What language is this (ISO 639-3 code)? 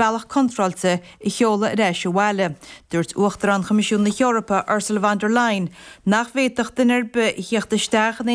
gle